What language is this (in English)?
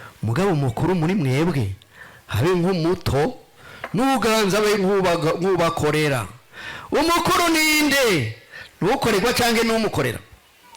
Rundi